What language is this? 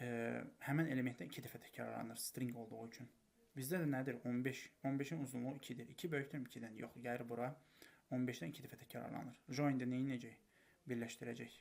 Azerbaijani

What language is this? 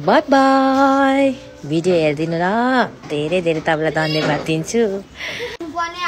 Nepali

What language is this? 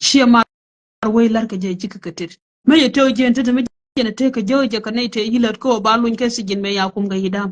Nuer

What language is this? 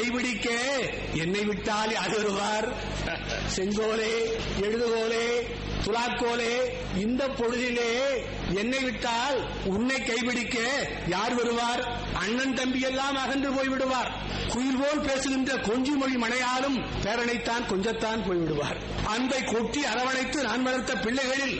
Tamil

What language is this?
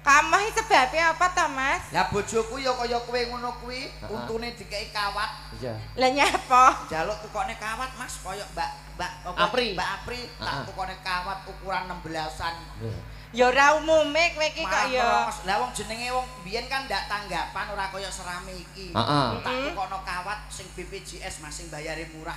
Javanese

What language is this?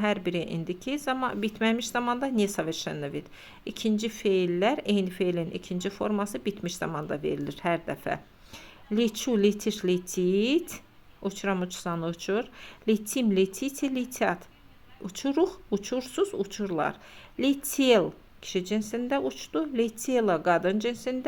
Azerbaijani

